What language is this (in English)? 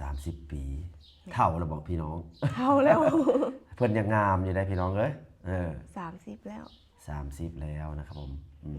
Lao